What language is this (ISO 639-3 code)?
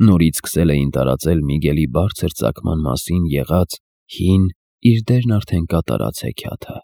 hye